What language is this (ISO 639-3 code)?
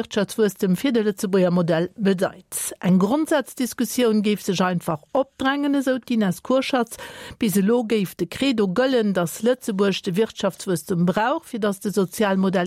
ltz